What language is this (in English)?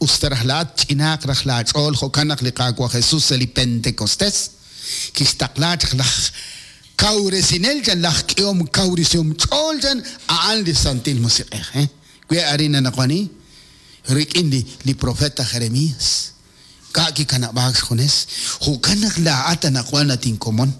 Kekchí